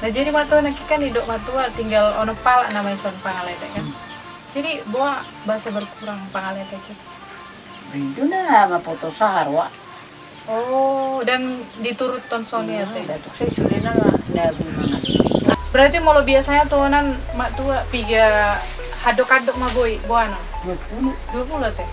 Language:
Batak Toba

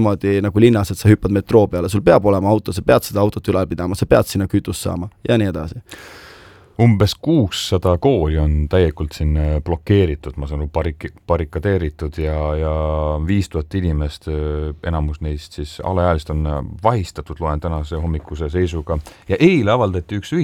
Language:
Estonian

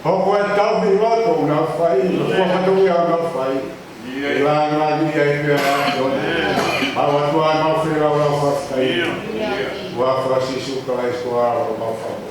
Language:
Tongan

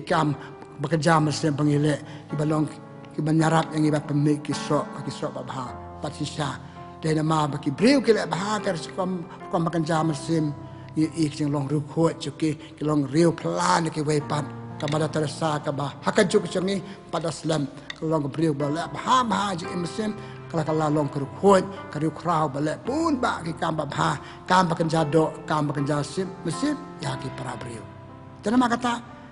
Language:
Khasi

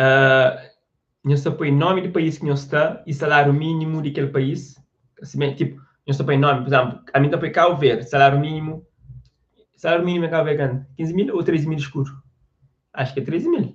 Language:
Kabuverdianu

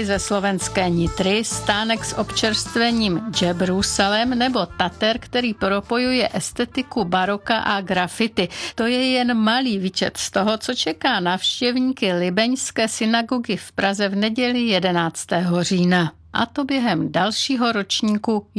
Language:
Czech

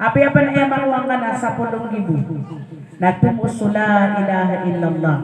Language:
Maranao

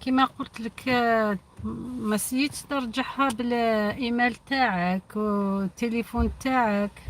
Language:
Algerian Arabic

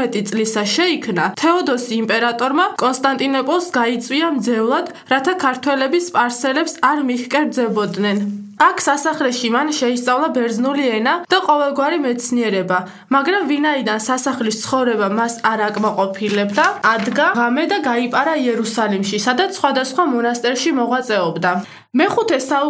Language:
Georgian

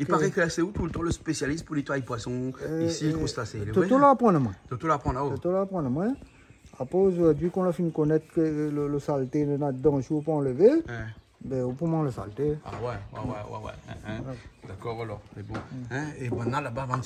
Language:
Réunion Creole French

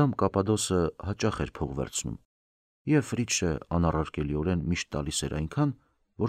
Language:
Armenian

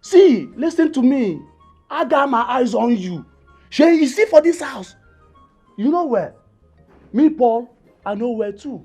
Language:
Nigerian Pidgin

